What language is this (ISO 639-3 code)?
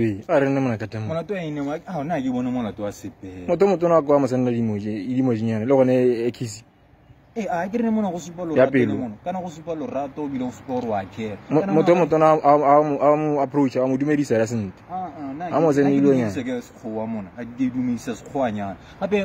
tsn